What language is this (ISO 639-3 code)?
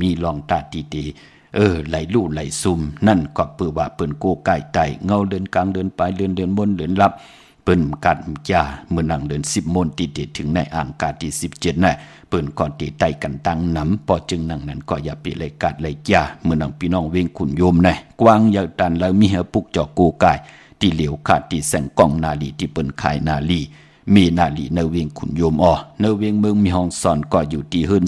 shn